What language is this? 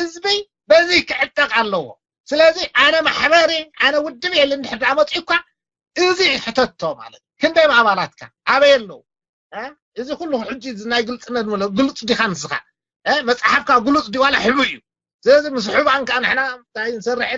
Tigrinya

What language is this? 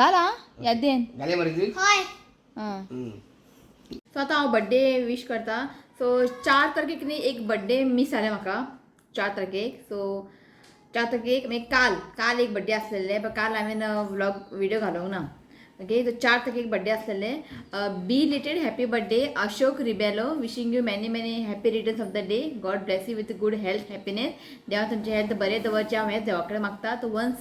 Konkani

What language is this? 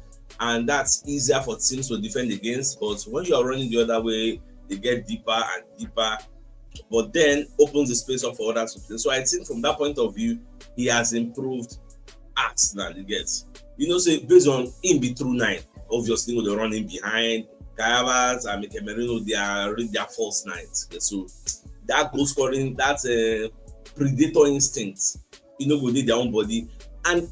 Nigerian Pidgin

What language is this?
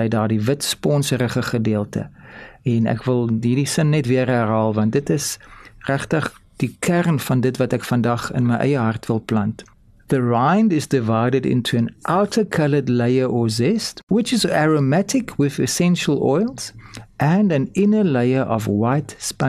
Afrikaans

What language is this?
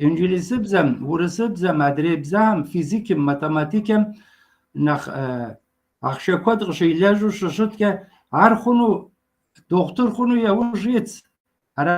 Kabardian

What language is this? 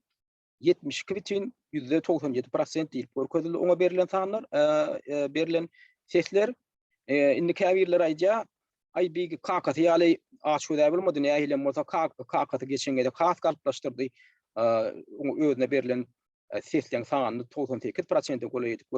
Turkmen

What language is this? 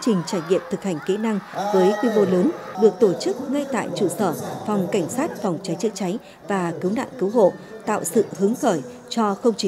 Vietnamese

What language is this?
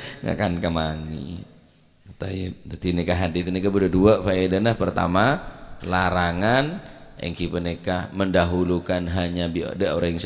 Madurese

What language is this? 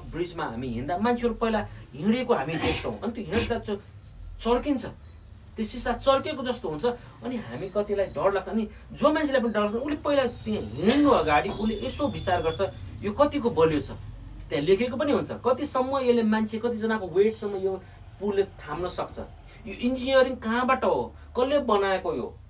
Nepali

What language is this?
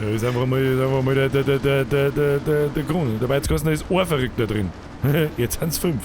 Bavarian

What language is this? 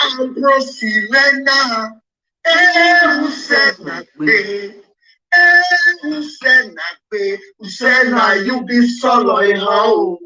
Nigerian Pidgin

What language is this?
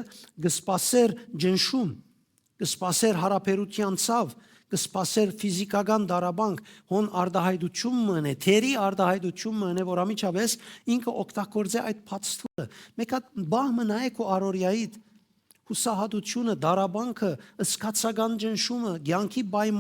Western Armenian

